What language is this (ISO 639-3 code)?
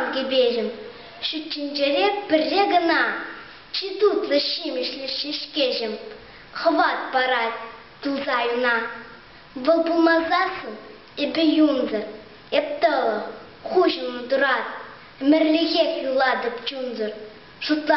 chv